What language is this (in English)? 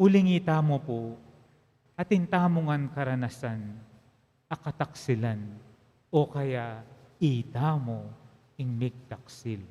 Pampanga